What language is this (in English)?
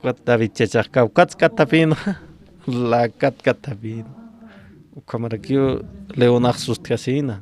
Aymara